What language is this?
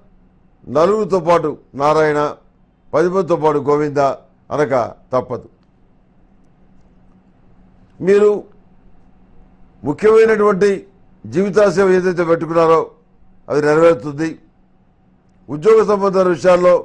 Telugu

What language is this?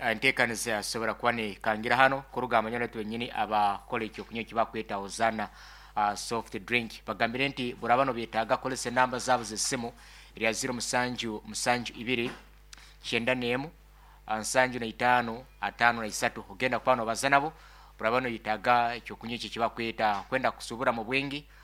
Nyankole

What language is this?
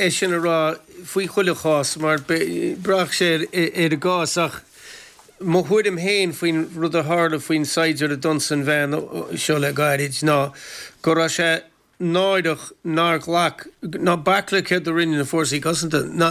Irish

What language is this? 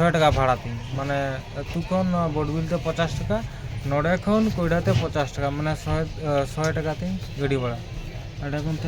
Santali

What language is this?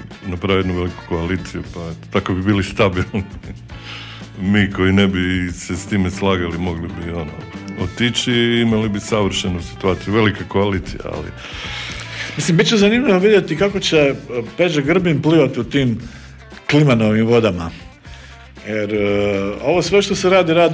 Croatian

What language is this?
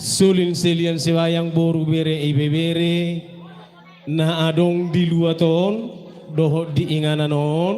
Batak Toba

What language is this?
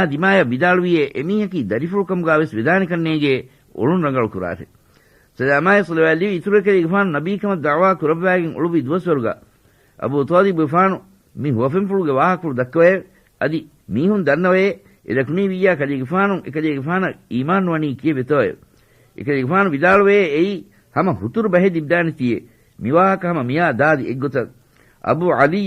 Divehi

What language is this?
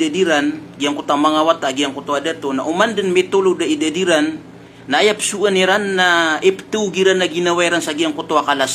Maranao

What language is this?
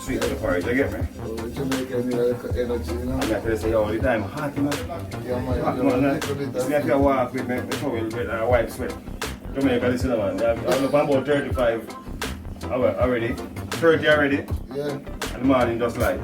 Jamaican Creole English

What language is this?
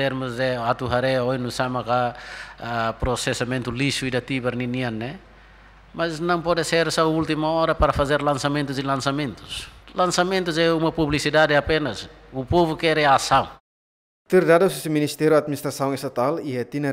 Tetum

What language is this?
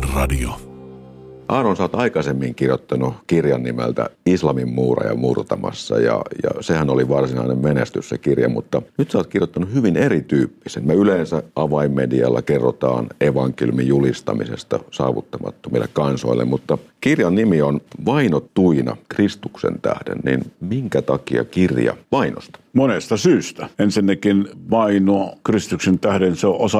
Finnish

